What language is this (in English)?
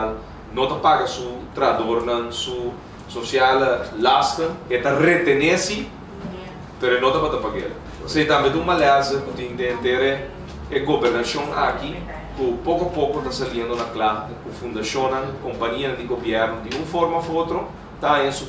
Papiamento